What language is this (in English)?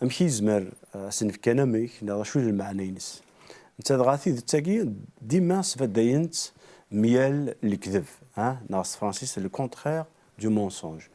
Kabyle